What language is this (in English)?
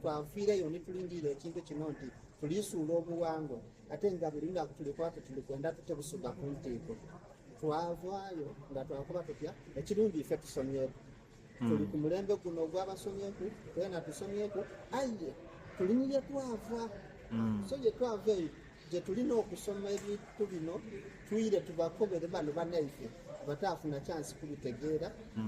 Soga